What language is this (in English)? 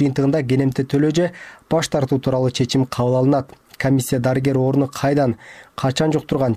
Kyrgyz